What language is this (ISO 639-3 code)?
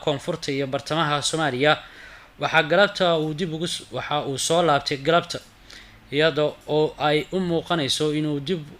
som